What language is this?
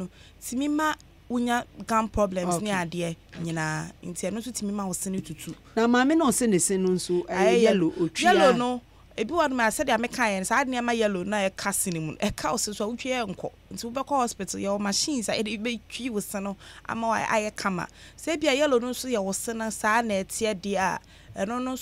Akan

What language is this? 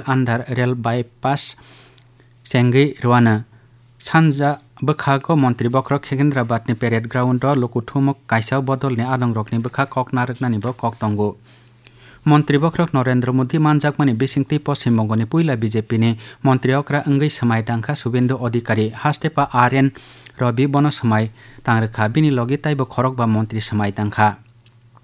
Kok Borok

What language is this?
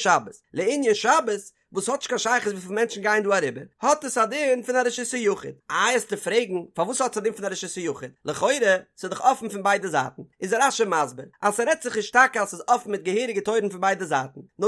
Yiddish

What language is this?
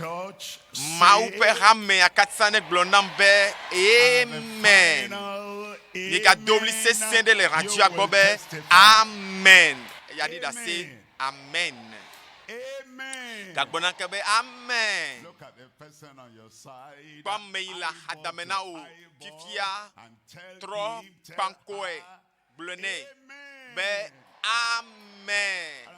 Ewe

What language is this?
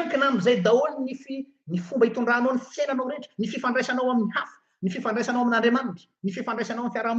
Malagasy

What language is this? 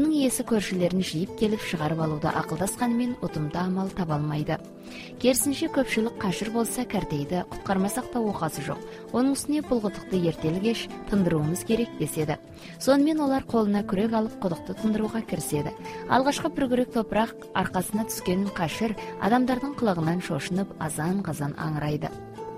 Kazakh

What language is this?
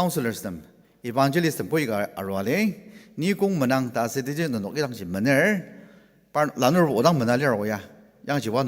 Ao Naga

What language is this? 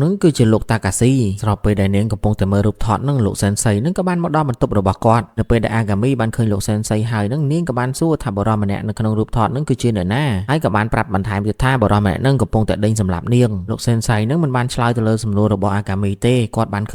Khmer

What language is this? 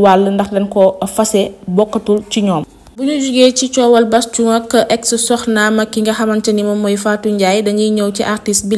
Wolof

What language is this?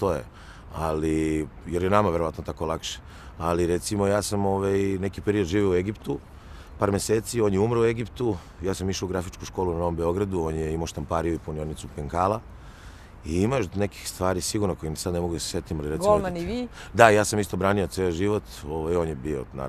Serbian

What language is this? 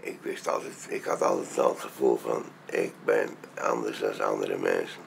Western Frisian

